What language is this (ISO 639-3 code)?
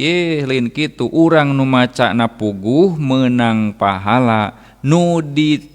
sun